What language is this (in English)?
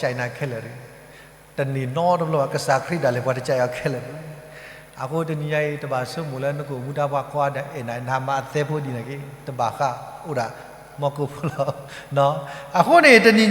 S'gaw Karen